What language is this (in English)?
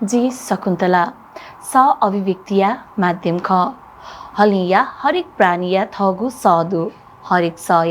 Newari